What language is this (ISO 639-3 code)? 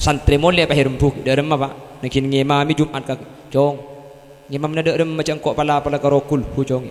mad